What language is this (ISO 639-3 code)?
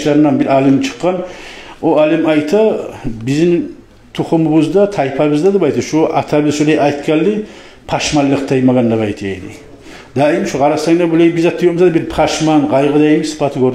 kum